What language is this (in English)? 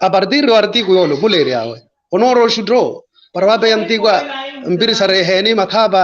Makhuwa